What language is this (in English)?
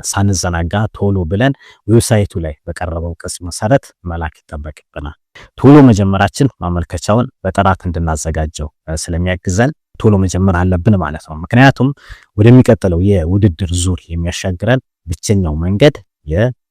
Amharic